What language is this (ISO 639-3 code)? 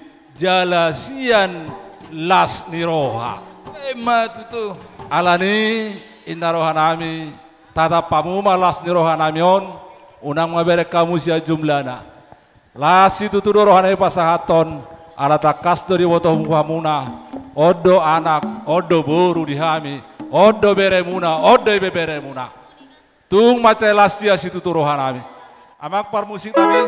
bbc